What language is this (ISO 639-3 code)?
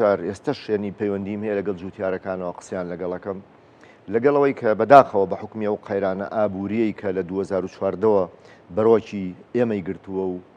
ckb